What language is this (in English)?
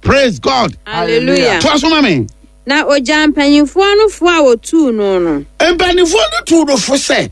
Akan